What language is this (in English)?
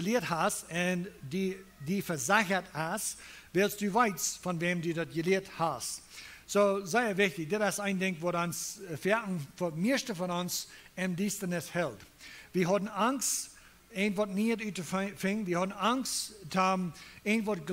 Plautdietsch